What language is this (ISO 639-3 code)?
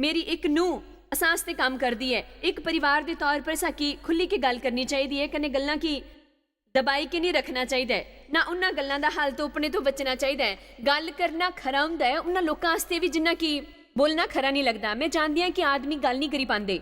doi